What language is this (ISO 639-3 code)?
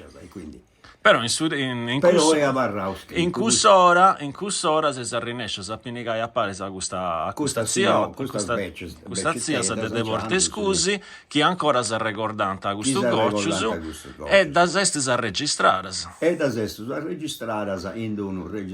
srd